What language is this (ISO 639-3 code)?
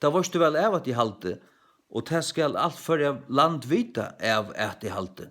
fao